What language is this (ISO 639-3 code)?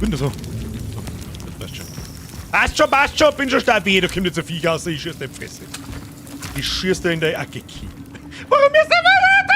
bar